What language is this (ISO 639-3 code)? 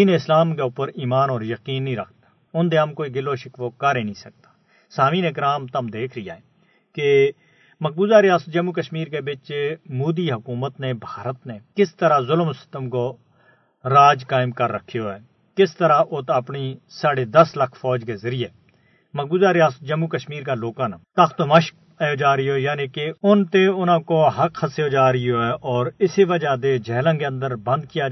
gju